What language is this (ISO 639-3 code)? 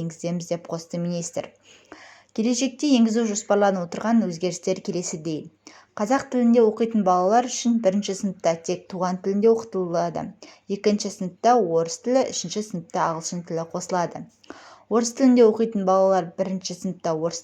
kaz